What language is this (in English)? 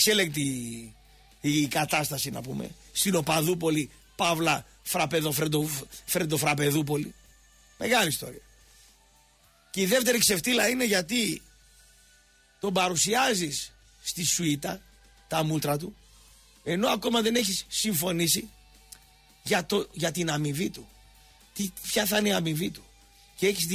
Greek